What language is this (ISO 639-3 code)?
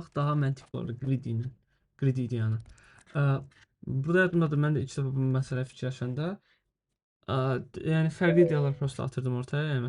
aze